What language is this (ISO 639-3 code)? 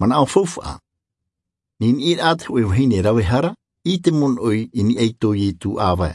tah